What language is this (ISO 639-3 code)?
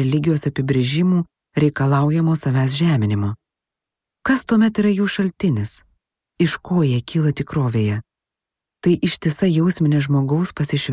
lit